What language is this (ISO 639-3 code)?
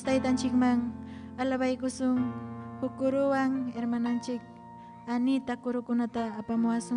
quy